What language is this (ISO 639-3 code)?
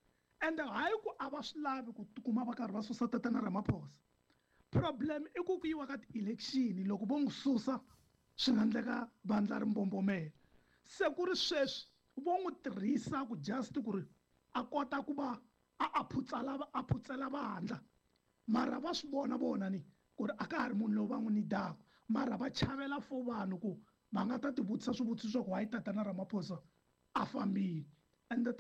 tso